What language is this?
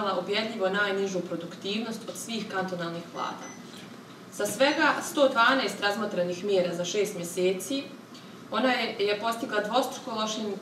Bosnian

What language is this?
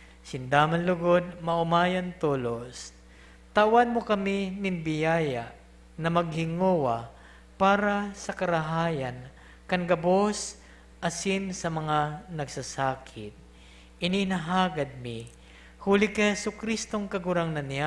Bikol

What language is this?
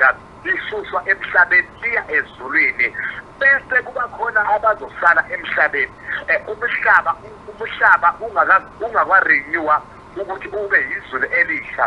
Zulu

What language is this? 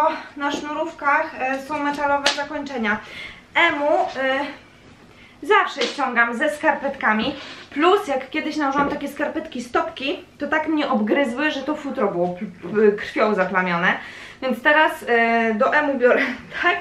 Polish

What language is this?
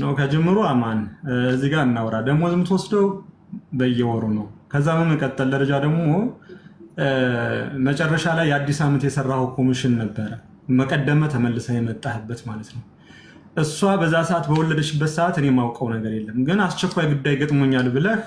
Amharic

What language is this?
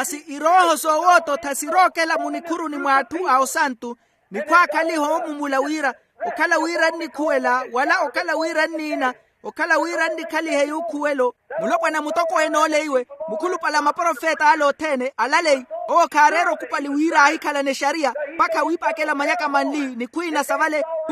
Makhuwa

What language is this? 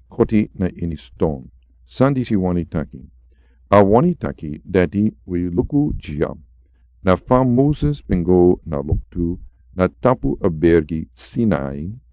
Sranan Tongo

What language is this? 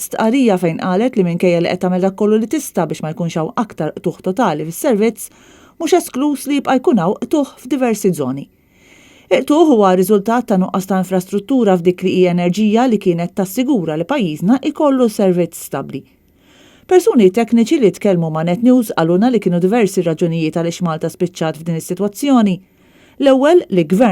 Maltese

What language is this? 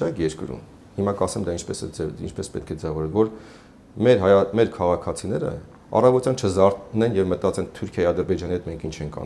Armenian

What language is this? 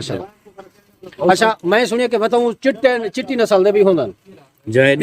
Saraiki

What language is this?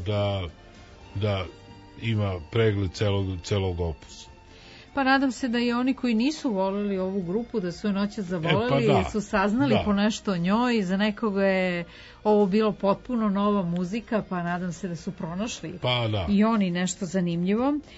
Serbian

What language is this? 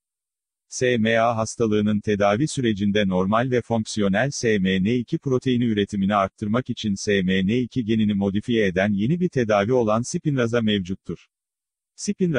Turkish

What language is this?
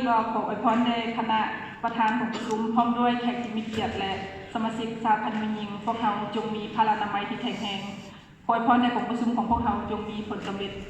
Lao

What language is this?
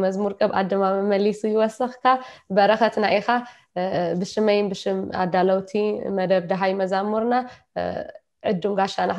Tigrinya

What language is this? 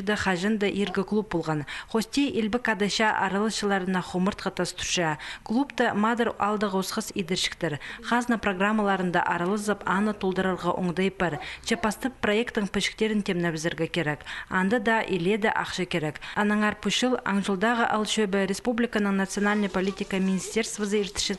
Khakas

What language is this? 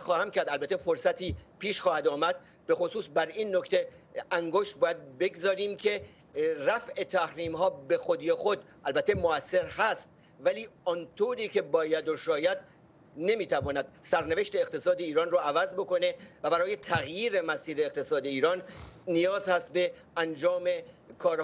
Persian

